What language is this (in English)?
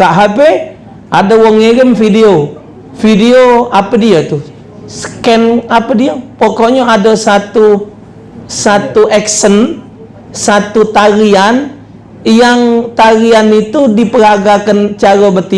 Musi